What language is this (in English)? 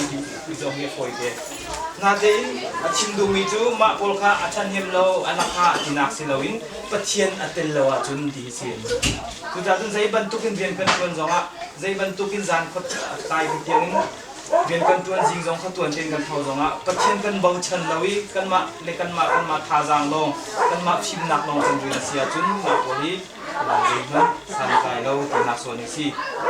Hakha Chin